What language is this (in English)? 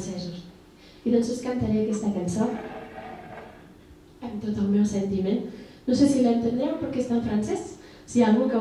Catalan